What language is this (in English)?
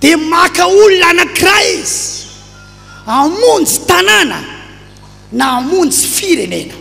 Malagasy